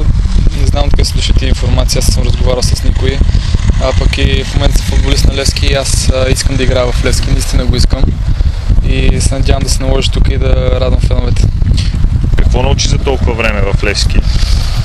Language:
Bulgarian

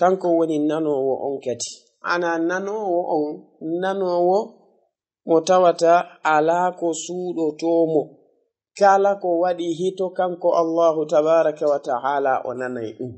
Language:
Fula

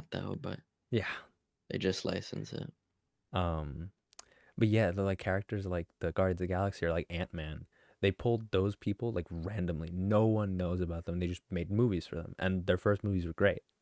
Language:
English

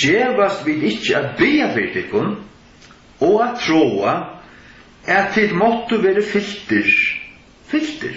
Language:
Faroese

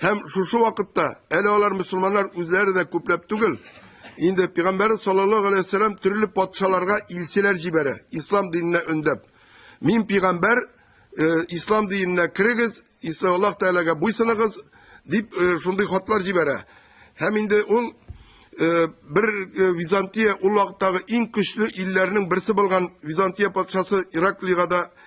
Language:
Tatar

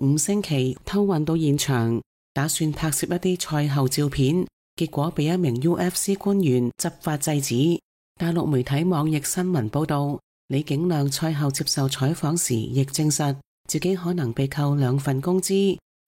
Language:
Cantonese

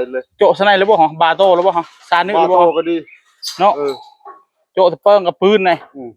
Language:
Northeastern Thai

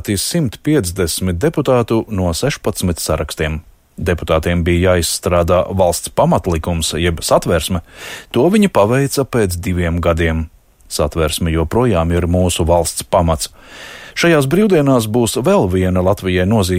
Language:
Latvian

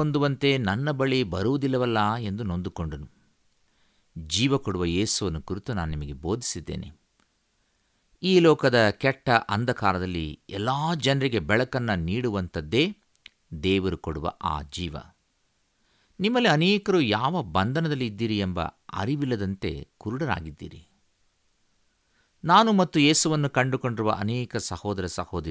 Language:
Kannada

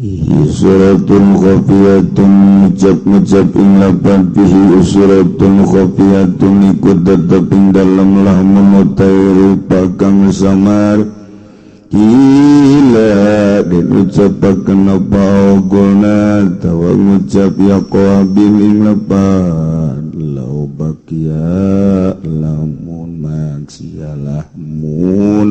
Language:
Sundanese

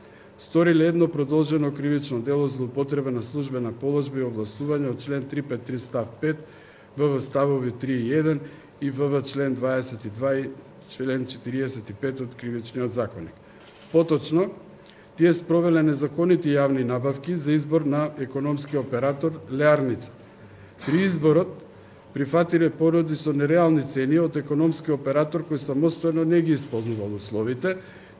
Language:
Macedonian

